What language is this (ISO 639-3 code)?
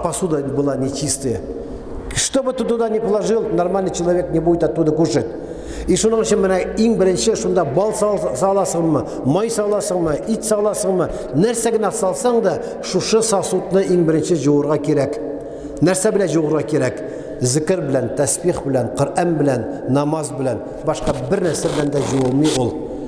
tat